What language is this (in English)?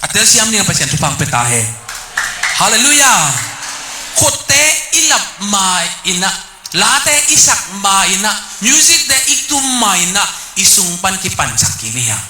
Tedim Chin